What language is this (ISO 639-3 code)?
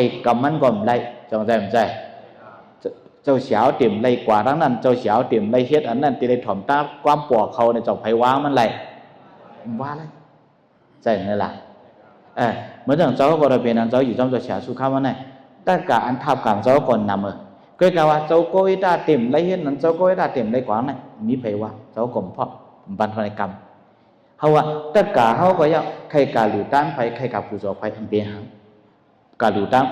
shn